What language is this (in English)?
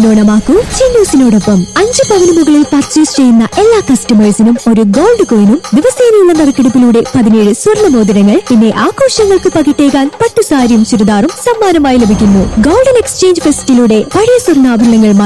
Malayalam